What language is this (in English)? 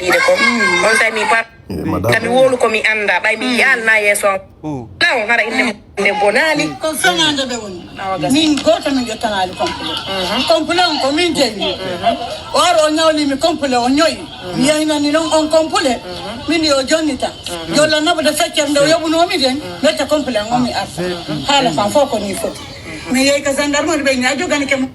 Pular